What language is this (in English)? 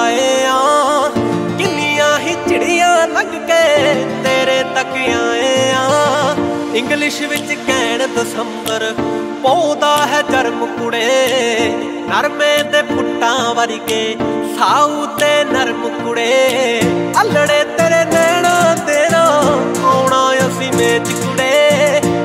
Punjabi